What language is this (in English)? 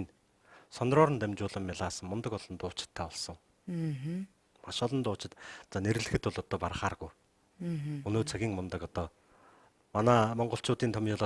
Mongolian